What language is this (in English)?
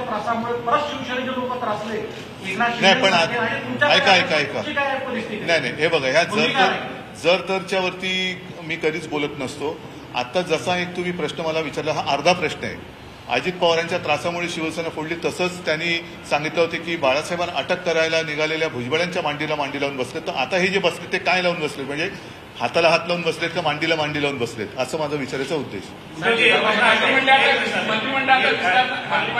Marathi